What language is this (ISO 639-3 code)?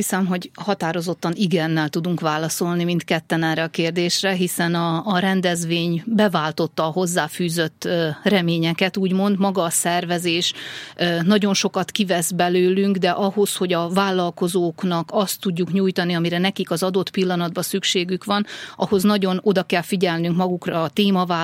hun